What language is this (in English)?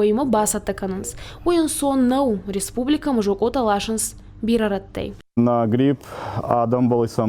Ossetic